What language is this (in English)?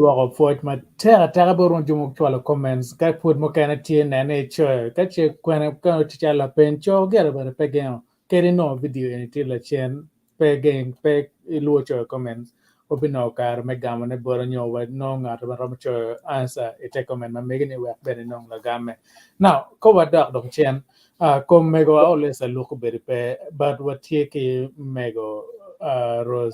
Acoli